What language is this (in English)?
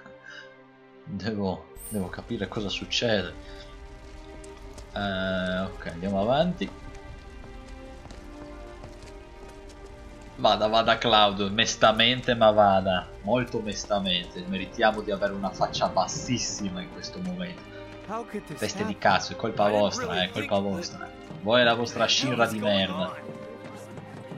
Italian